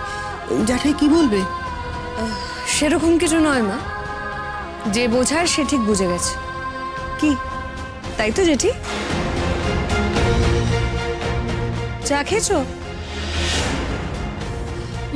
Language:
Bangla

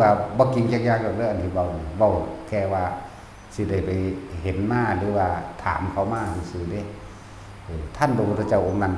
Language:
Northeastern Thai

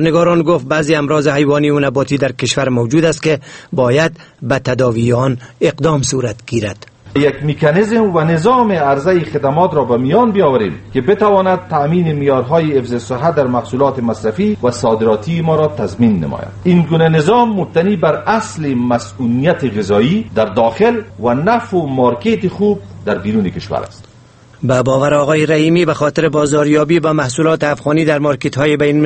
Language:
Persian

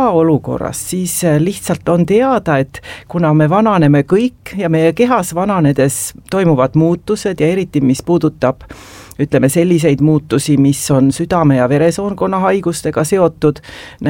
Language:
Estonian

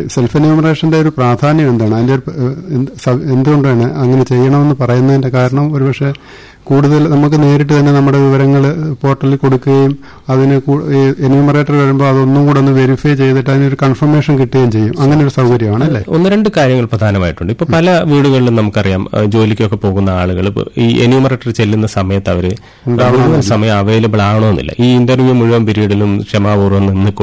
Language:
Malayalam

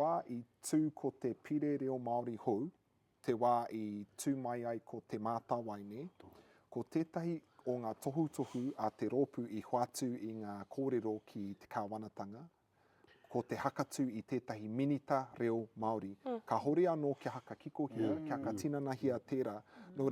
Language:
Māori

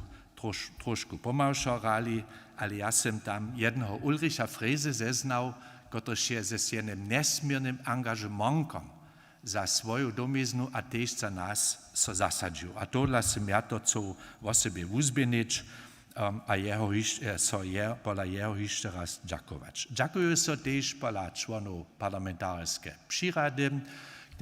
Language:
Upper Sorbian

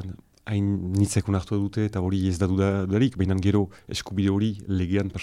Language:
Basque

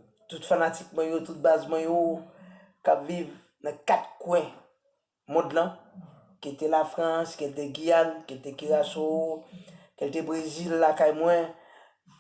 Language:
Haitian Creole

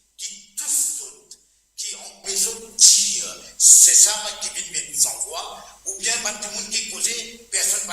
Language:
Morisyen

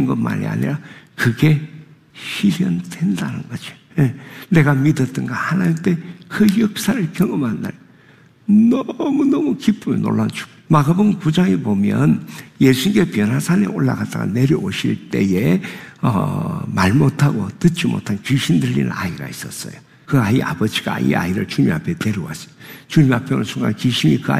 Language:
Korean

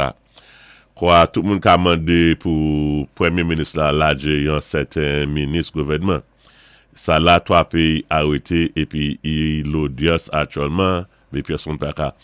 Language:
Saint Lucian Creole French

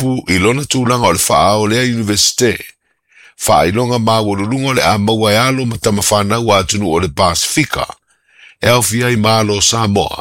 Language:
Samoan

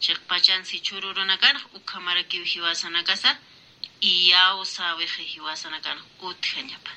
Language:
Aymara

